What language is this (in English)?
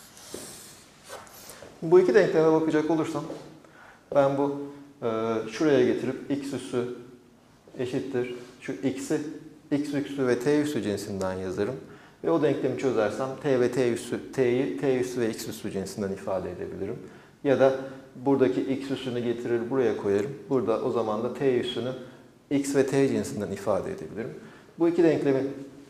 Turkish